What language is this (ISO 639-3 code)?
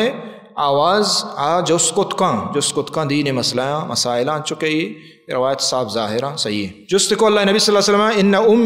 bal